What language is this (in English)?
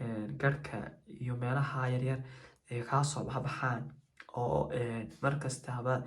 Somali